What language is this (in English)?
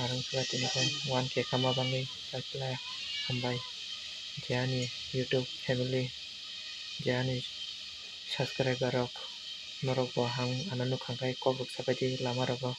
Kok Borok